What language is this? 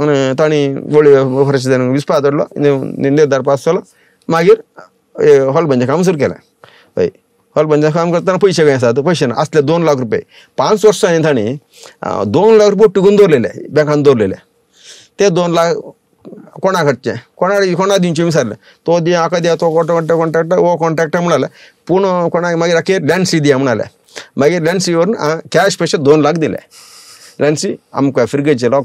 Konkani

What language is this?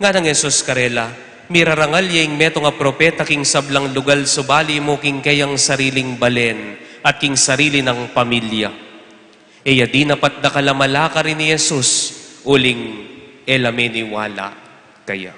Pampanga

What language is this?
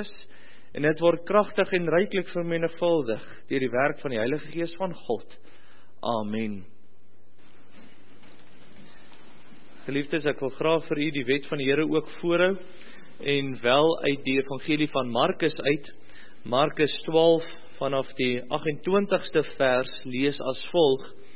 Afrikaans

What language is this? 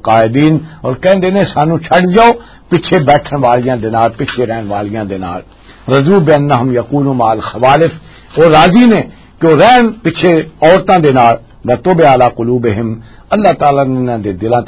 Western Panjabi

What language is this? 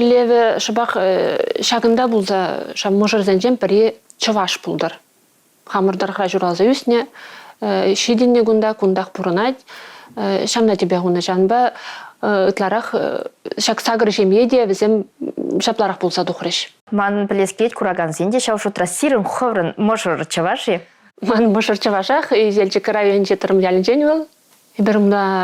Chuvash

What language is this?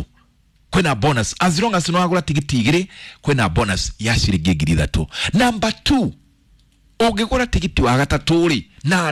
Kikuyu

